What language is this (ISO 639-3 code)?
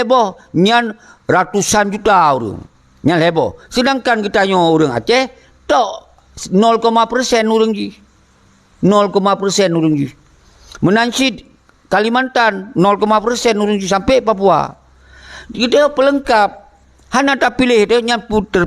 ace